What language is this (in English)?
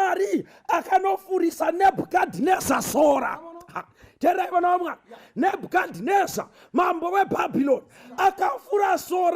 Shona